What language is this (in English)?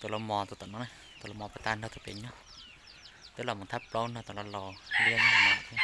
Hmong